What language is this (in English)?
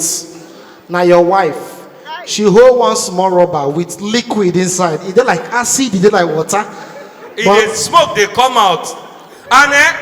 Nigerian Pidgin